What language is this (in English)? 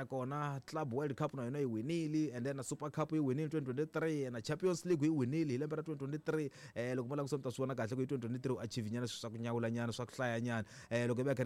Tsonga